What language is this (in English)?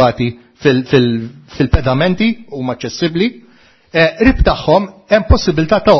Maltese